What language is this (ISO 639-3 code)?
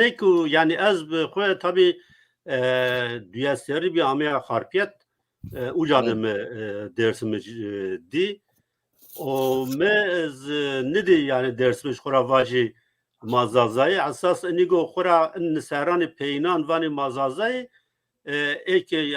zza